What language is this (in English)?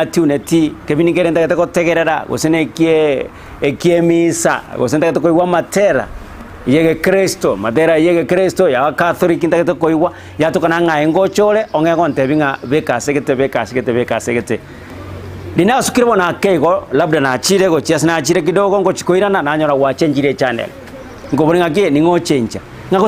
Gusii